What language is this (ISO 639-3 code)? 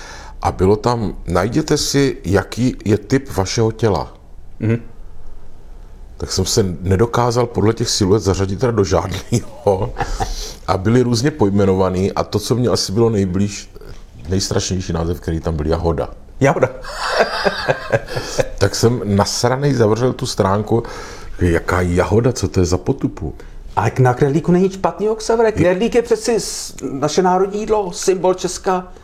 ces